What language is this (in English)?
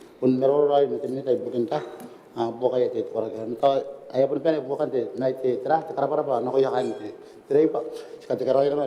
Gilbertese